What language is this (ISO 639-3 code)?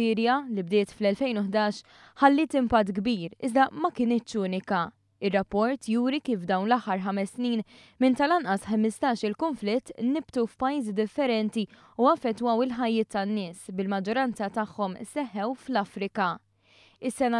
mlt